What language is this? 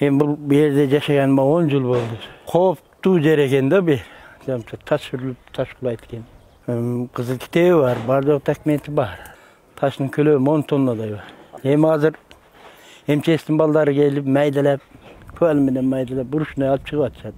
Kyrgyz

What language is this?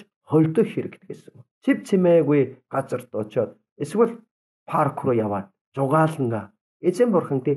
Mongolian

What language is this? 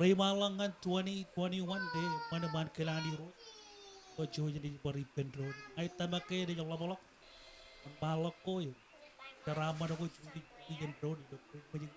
Marshallese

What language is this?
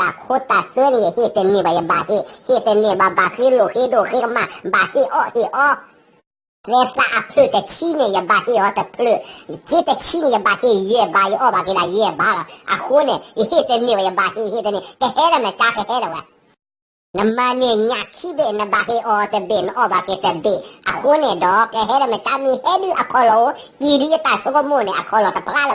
S'gaw Karen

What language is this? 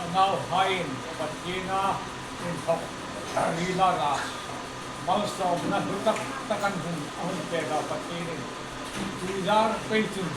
Hmar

